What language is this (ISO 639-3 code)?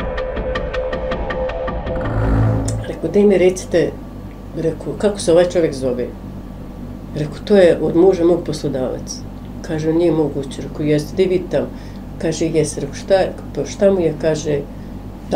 bos